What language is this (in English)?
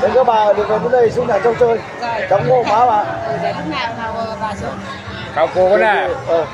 Nung (Viet Nam)